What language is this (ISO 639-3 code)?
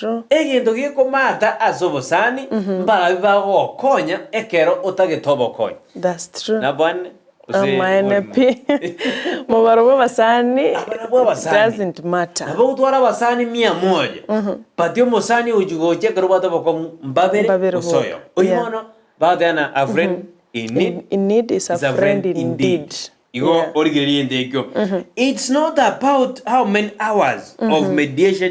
guz